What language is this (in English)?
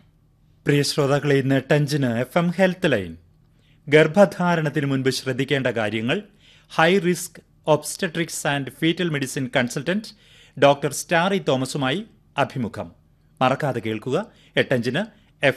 Malayalam